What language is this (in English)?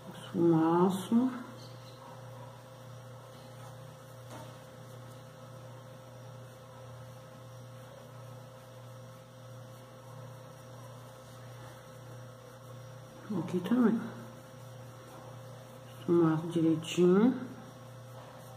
Portuguese